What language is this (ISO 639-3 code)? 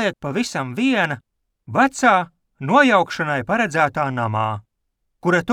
lav